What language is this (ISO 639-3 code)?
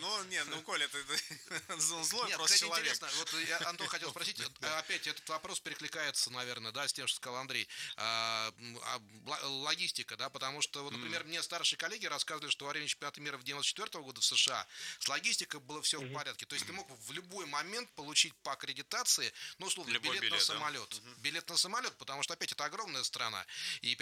rus